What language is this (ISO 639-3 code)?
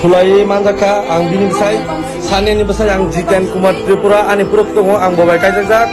trp